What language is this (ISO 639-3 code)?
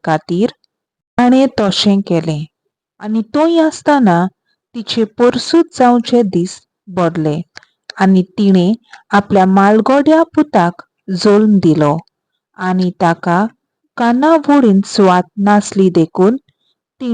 kok